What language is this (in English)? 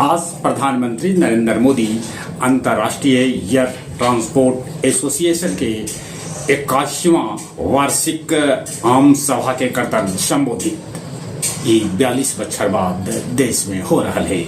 Magahi